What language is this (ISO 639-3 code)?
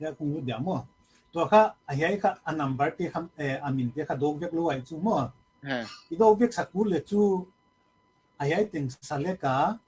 pck